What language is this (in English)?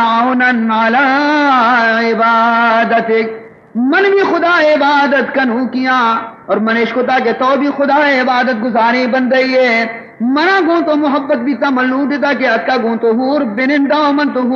Baluchi